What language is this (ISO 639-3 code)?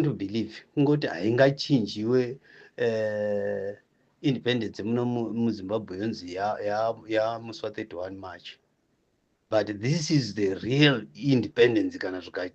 sna